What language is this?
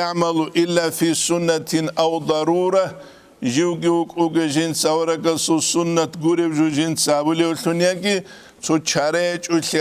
Avaric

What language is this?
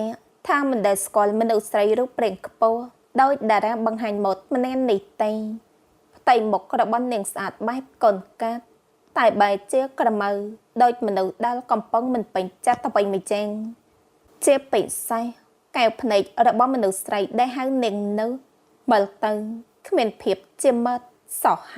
Khmer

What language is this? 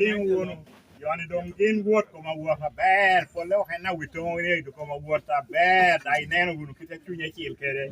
Lango (Uganda)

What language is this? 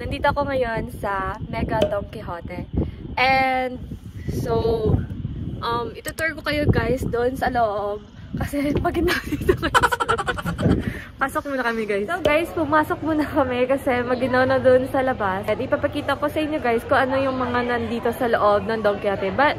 Filipino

